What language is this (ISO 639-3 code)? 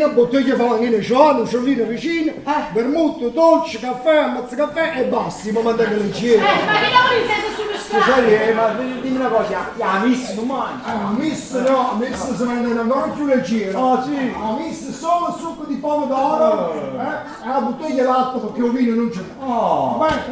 nap